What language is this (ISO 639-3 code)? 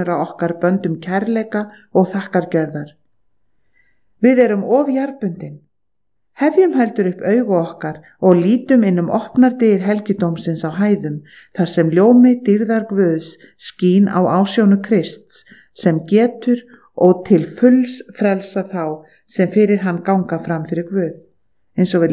isl